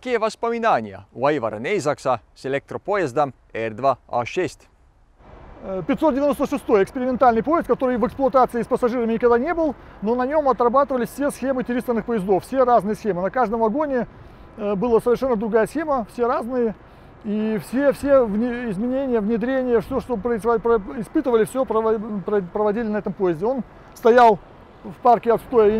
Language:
Russian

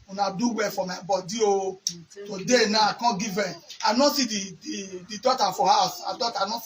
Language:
Nigerian Pidgin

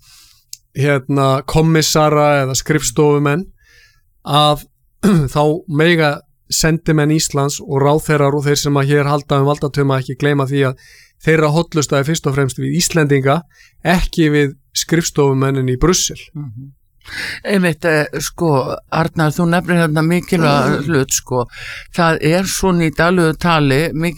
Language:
Icelandic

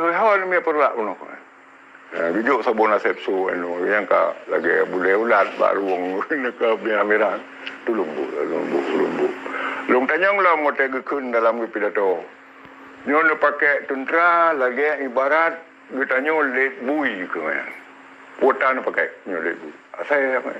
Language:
Achinese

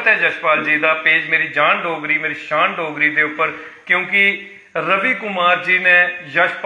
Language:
Dogri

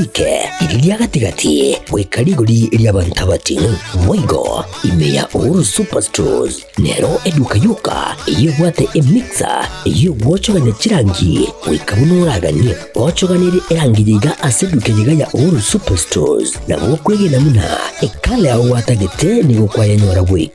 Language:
Gusii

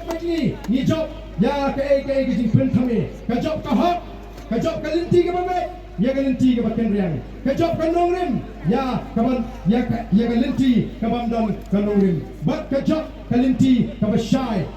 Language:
Khasi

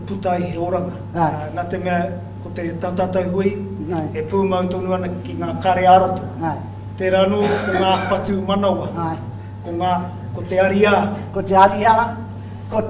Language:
Māori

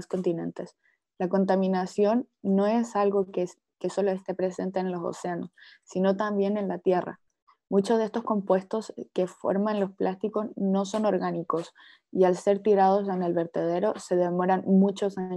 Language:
Spanish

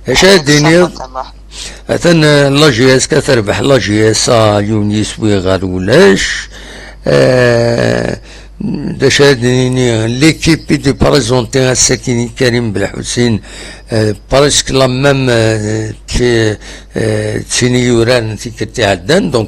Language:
Kabyle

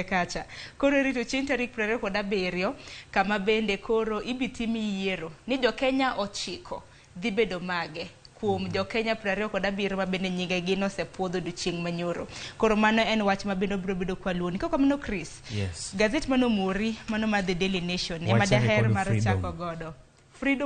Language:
Luo (Kenya and Tanzania)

